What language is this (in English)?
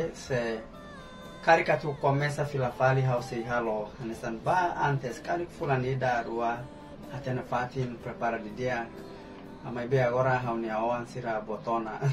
Tetum